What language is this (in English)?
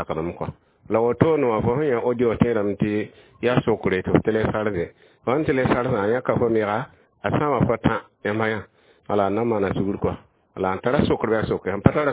Mossi